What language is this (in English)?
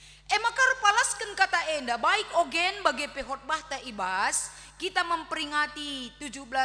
Batak Karo